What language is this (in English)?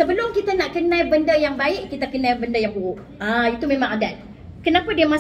Malay